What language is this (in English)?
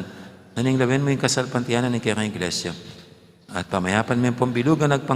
Pampanga